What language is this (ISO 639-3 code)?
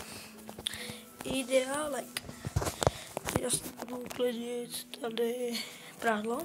ces